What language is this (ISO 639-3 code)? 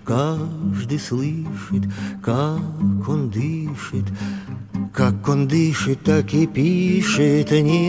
rus